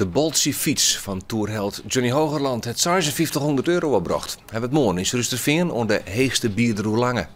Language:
Western Frisian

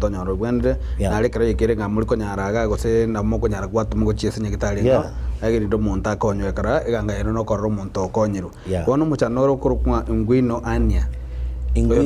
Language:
Gusii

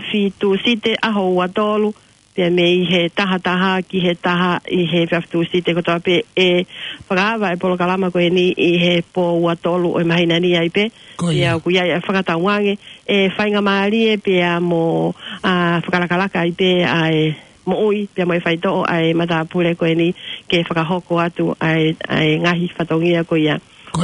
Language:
Tongan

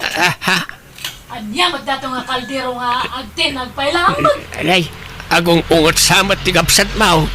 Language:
Iloko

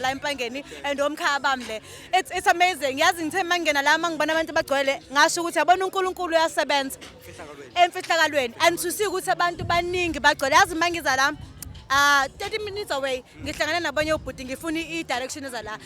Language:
Zulu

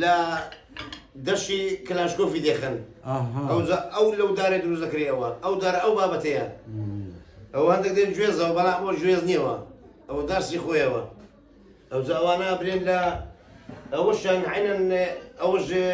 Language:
Kurdish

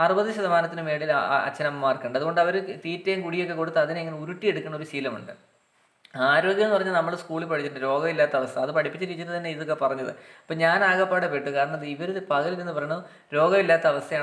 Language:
Malayalam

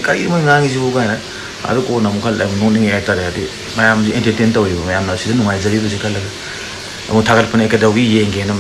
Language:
Manipuri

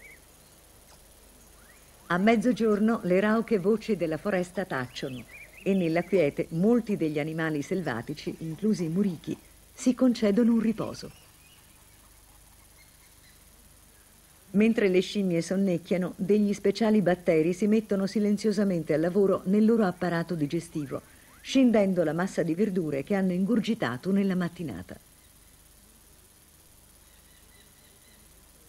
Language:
Italian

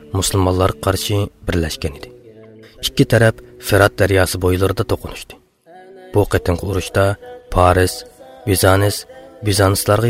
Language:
Uyghur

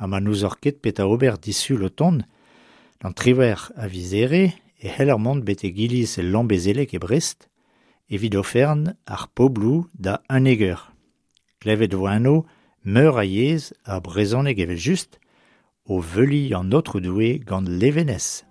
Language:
Breton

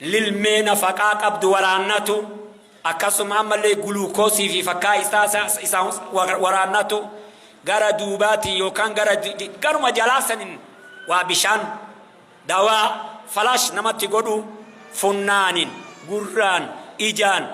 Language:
Oromo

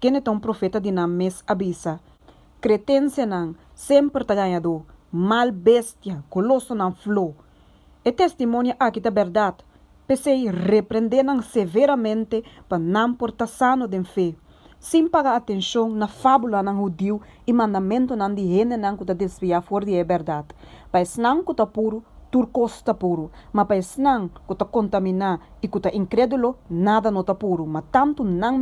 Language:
Papiamento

